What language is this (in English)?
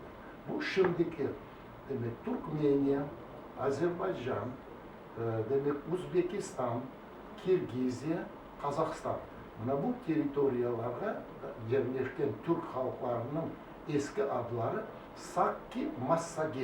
Crimean Tatar